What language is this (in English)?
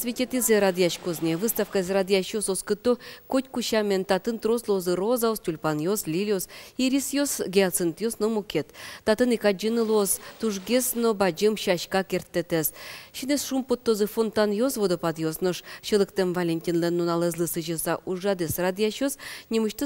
Udmurt